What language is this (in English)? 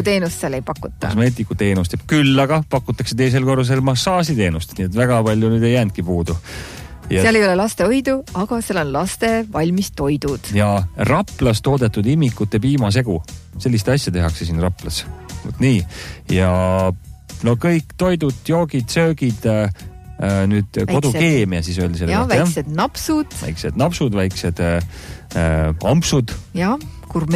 Estonian